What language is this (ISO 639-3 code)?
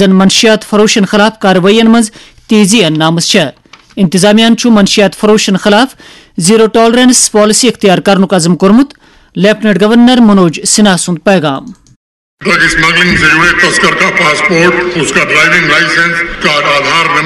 kas